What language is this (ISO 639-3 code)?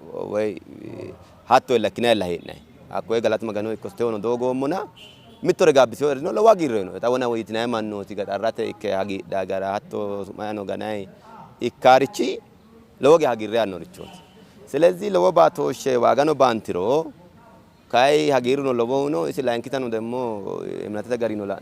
sid